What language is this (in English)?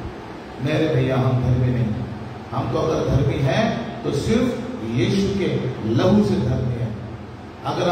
Hindi